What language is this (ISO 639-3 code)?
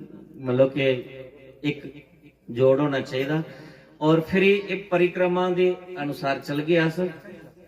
doi